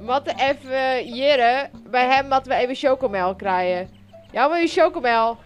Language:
Western Frisian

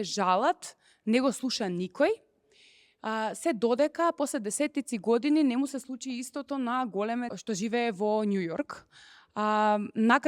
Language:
Macedonian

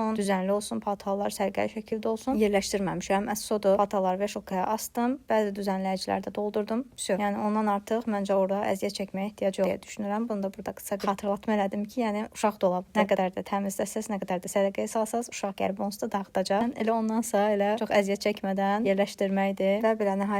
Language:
Azerbaijani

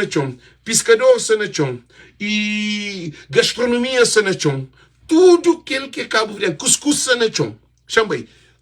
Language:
Kabuverdianu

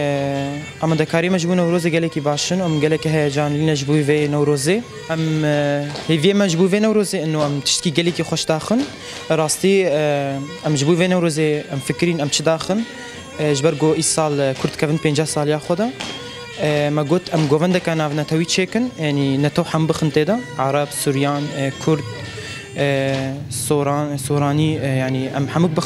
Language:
Kurdish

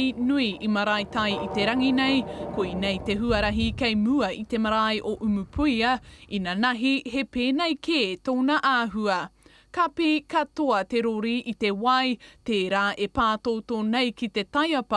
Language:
Māori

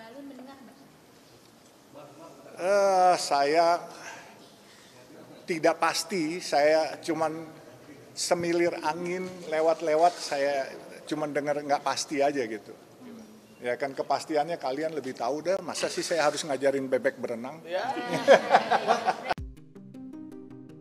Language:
Indonesian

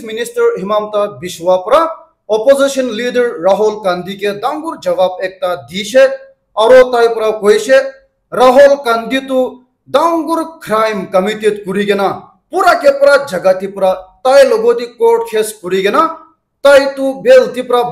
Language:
Naga Pidgin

